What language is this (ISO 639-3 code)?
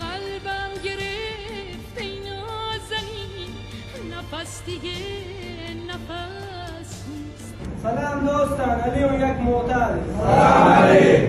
bal